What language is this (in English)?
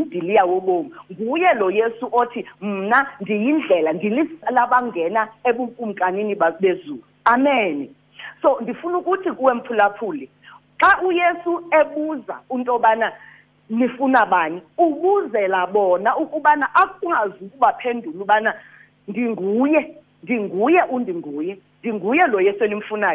Xhosa